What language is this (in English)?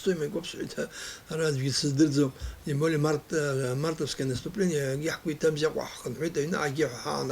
Abkhazian